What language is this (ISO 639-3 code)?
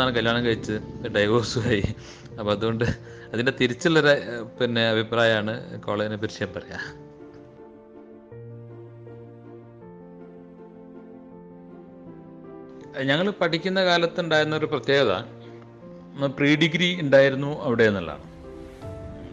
mal